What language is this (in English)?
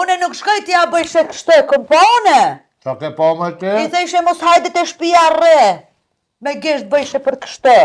Albanian